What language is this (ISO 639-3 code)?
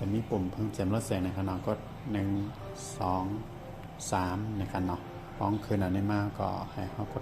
shn